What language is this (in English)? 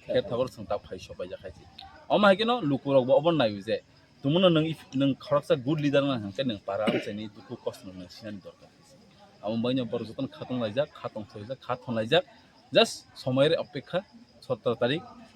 Kok Borok